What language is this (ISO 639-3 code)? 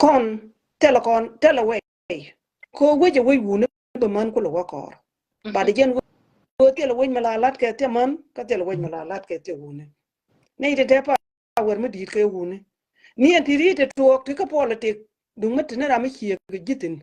nus